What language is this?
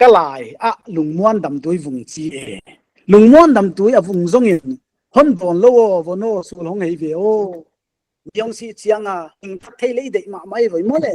Paite Chin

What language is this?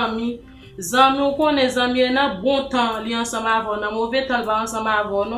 Haitian Creole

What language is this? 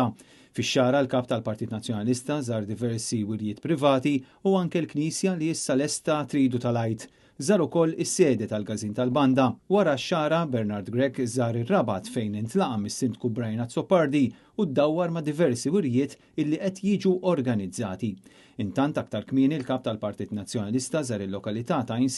Maltese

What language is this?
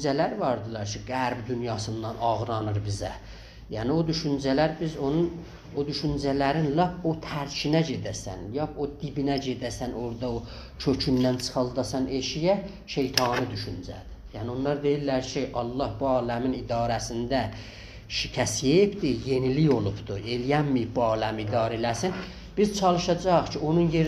South Azerbaijani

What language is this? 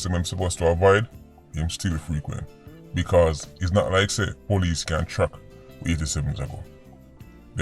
Jamaican Creole English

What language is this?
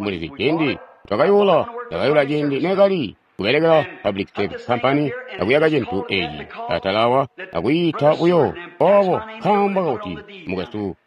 Tonga (Zambia)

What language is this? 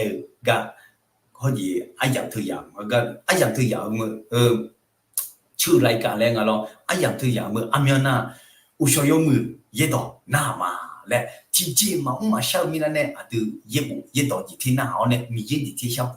Akha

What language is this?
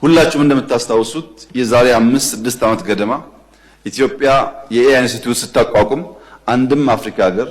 Amharic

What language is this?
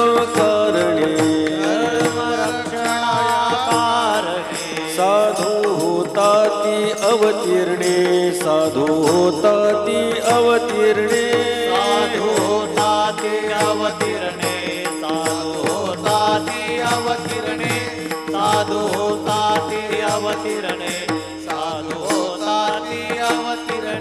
Marathi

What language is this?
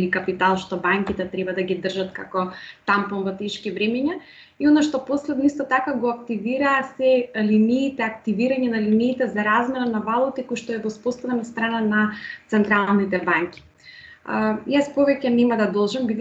Macedonian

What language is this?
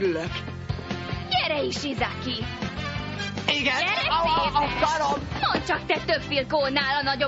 Hungarian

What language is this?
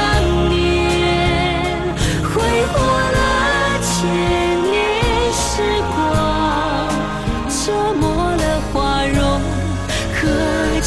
Chinese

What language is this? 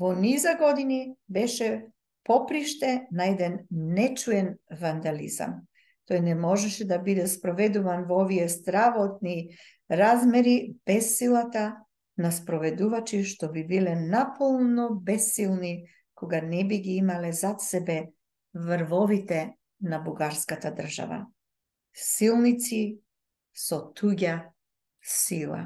Macedonian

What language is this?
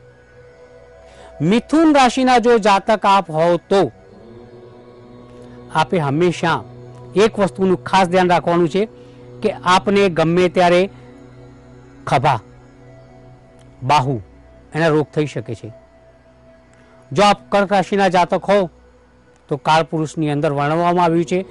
Gujarati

